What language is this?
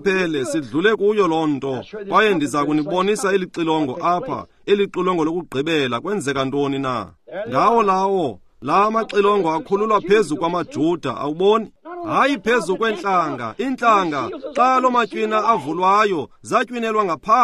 Xhosa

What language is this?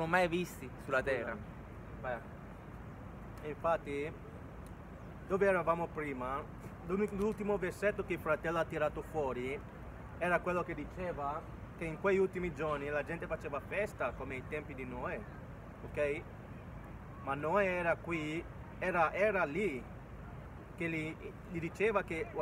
Italian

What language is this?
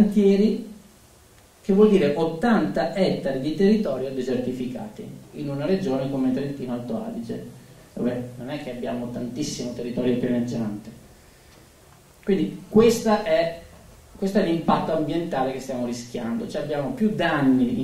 Italian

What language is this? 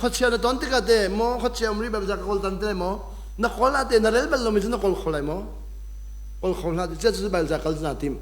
Hakha Chin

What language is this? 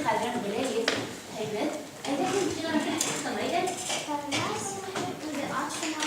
Bashkir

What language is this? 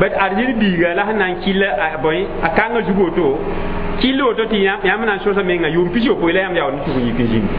Mossi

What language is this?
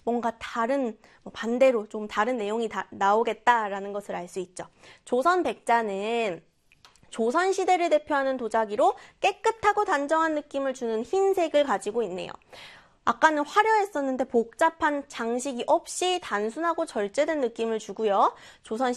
Korean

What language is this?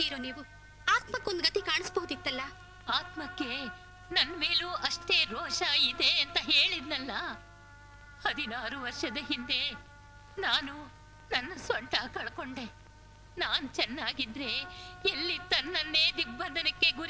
Kannada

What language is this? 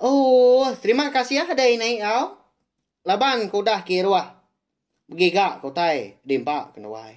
Iban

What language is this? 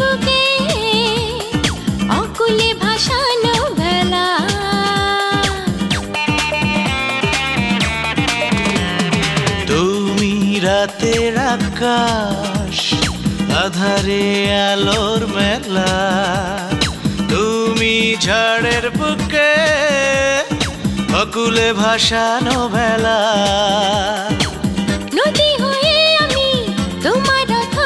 Bangla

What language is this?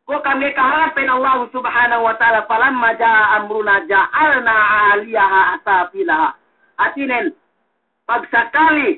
Yakan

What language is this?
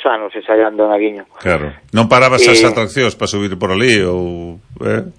Galician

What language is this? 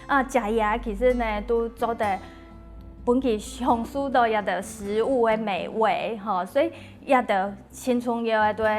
Hakka Chinese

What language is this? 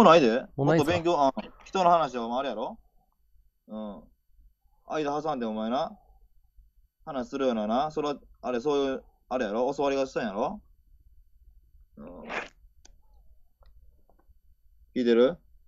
Japanese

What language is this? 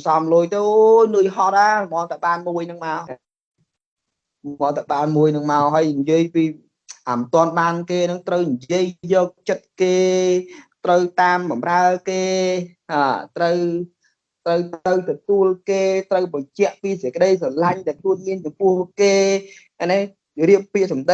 Khmer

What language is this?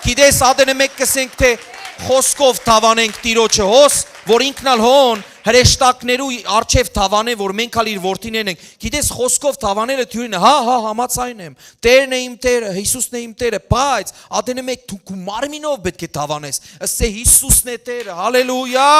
Western Armenian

